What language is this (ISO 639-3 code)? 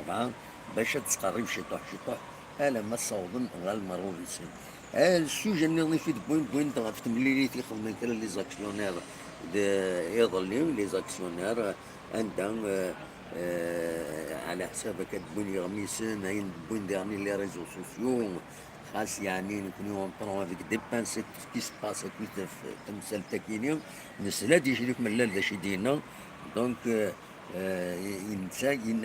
kab